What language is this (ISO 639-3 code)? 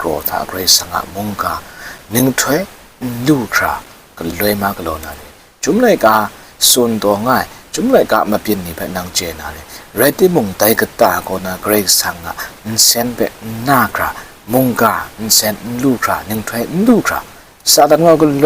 kac